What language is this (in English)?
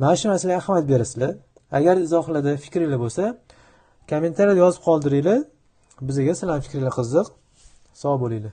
Uzbek